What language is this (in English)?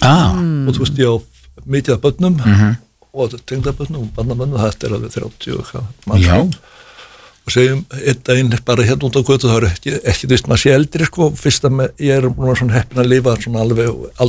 Icelandic